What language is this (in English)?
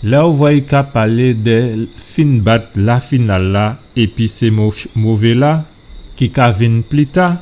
Guadeloupean Creole French